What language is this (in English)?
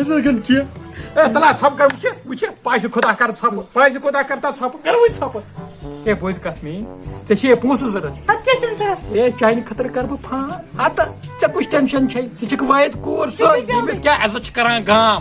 Kashmiri